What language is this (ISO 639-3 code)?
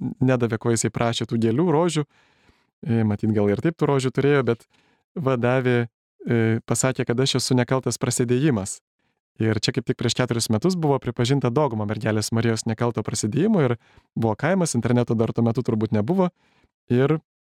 lit